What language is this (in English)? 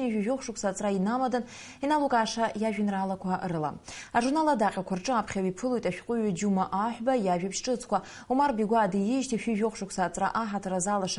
Abkhazian